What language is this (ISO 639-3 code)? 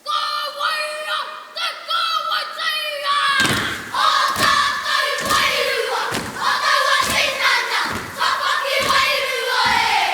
mri